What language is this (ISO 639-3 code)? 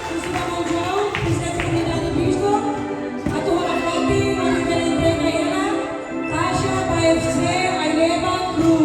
tet